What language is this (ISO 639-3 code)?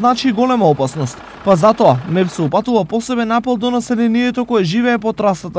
mkd